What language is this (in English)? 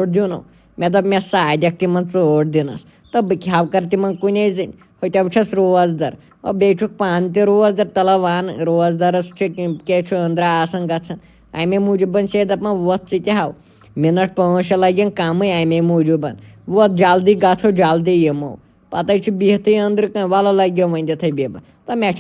Kashmiri